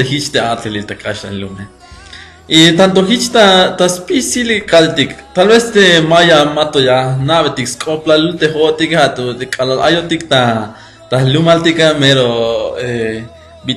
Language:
Tzeltal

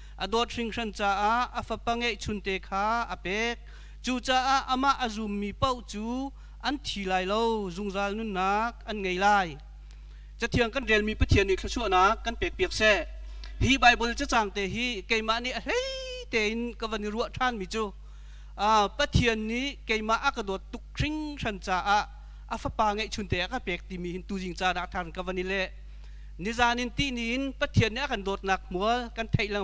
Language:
Hakha Chin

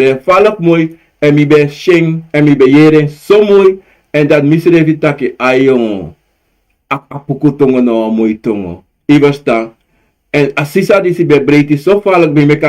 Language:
Sranan Tongo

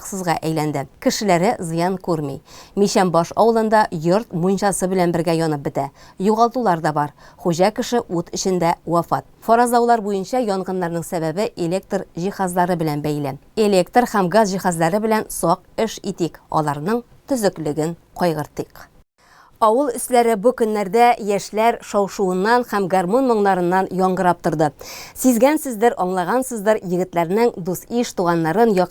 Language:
Tatar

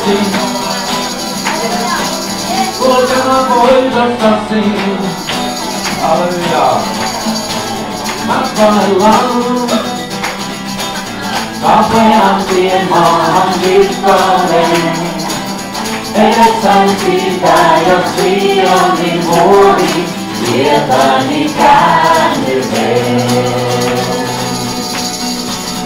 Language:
Finnish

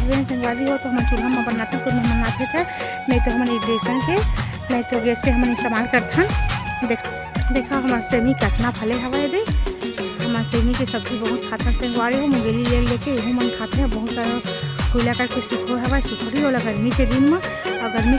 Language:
Chhattisgarhi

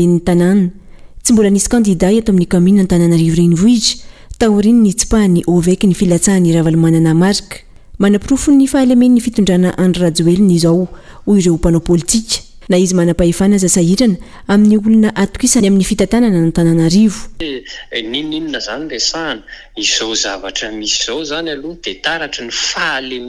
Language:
Malagasy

